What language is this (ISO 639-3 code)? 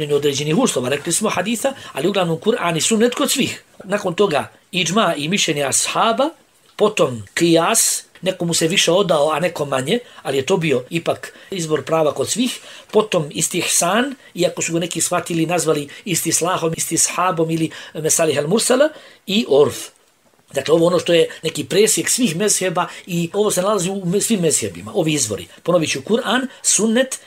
bos